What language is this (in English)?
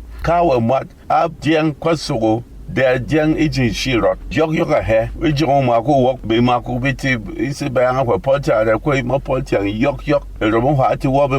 Berom